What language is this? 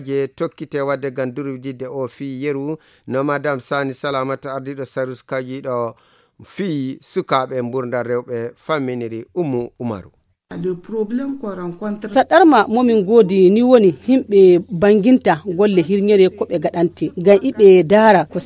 Fula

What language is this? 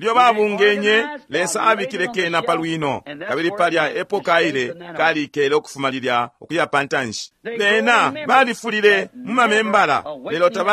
Bemba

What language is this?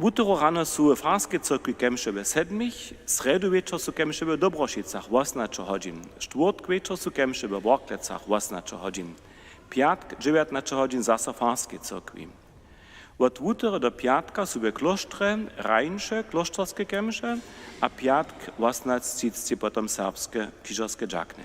Upper Sorbian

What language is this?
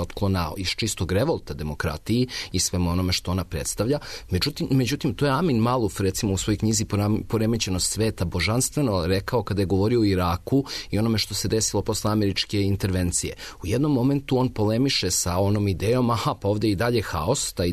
Serbian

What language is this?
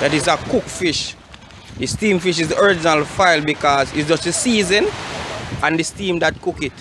Jamaican Creole English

